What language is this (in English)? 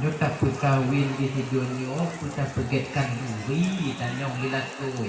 Achinese